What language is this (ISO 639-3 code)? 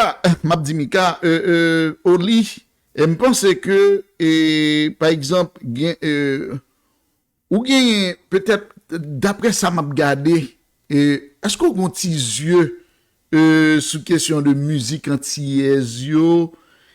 hat